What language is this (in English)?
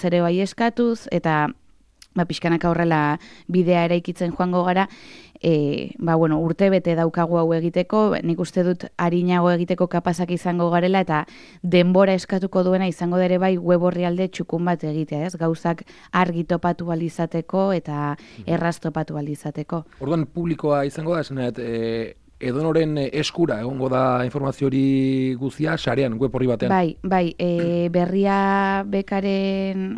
Basque